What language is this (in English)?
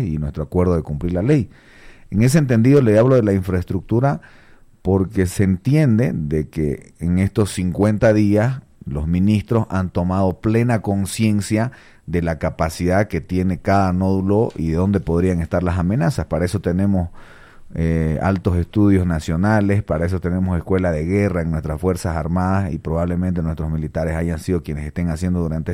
Spanish